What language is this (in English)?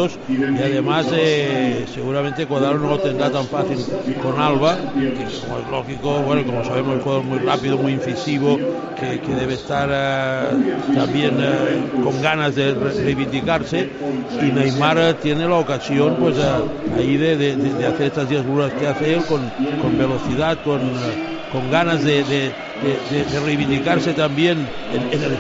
Spanish